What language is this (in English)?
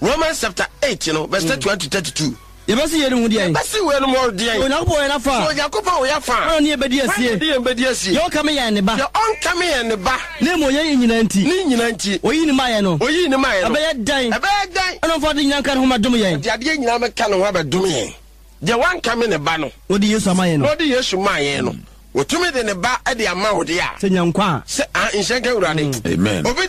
Akan